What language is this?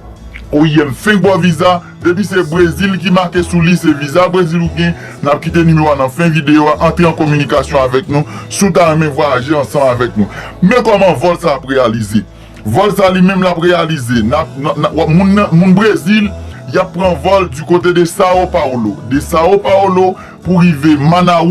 Haitian Creole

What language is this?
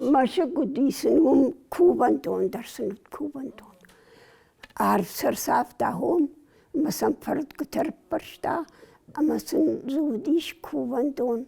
Ossetic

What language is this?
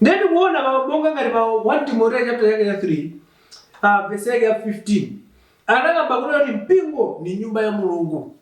Nyanja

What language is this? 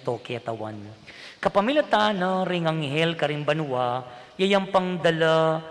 Pampanga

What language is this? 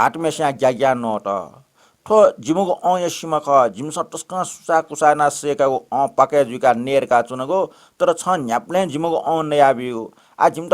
Newari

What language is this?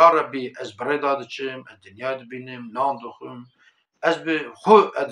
Kurdish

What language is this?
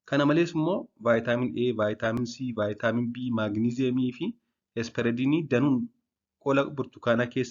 Oromo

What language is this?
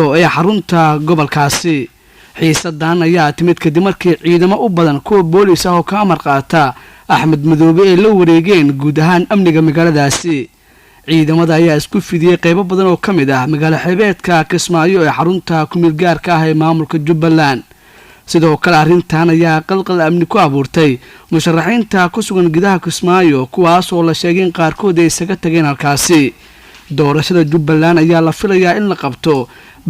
Somali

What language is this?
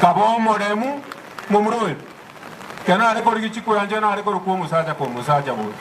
Gusii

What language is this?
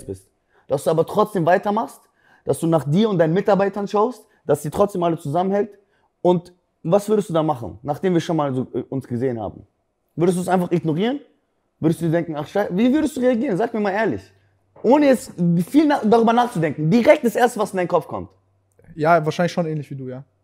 German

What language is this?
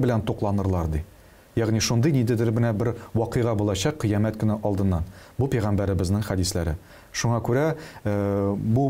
Tatar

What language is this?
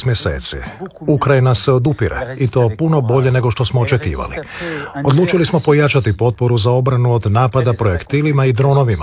Croatian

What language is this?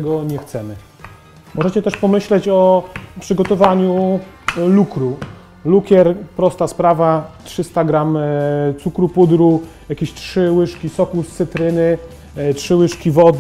Polish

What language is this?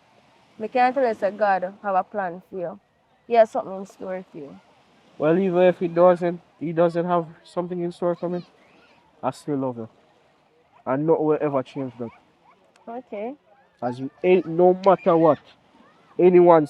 Jamaican Creole English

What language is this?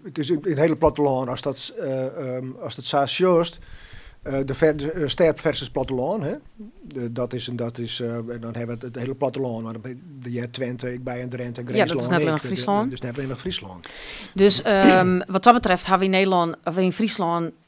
Western Frisian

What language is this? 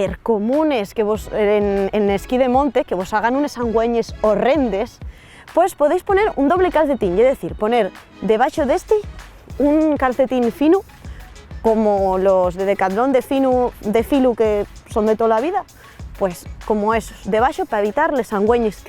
Asturian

